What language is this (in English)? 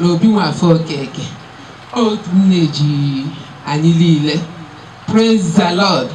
Igbo